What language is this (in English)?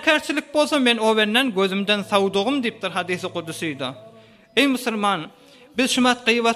Turkmen